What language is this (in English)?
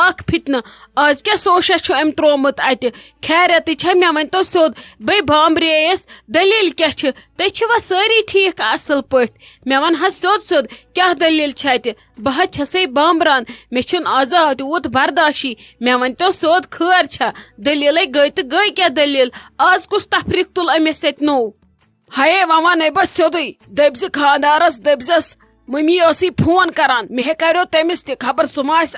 Kashmiri